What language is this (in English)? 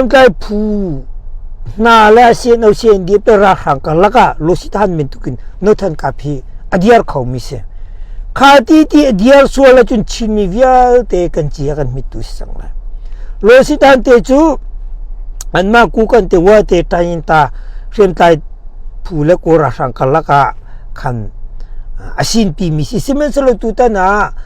Hakha Chin